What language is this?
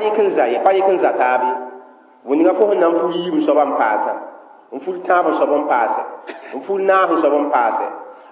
Mossi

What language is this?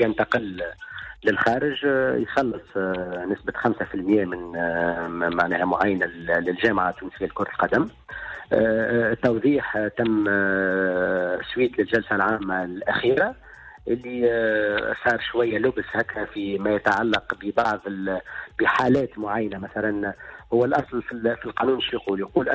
Tunisian Arabic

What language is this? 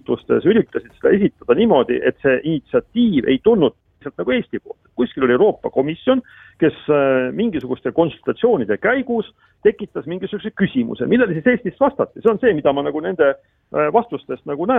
Estonian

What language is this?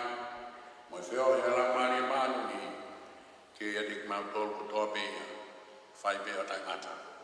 Tongan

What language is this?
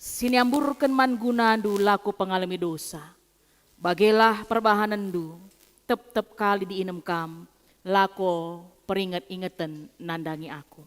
Batak Karo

